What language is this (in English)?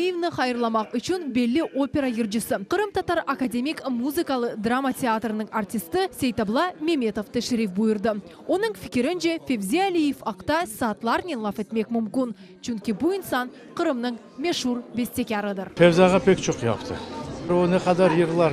Crimean Tatar